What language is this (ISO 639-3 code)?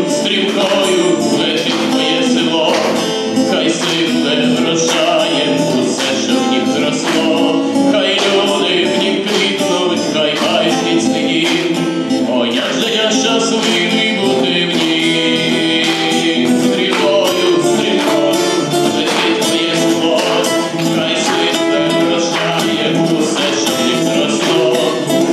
ukr